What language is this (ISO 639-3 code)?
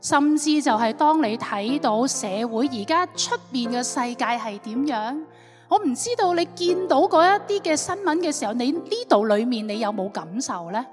yue